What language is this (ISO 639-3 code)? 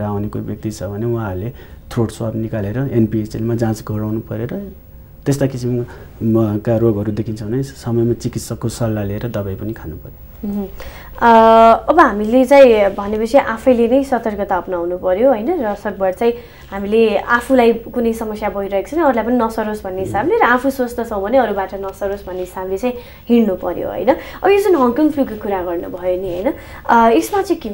nep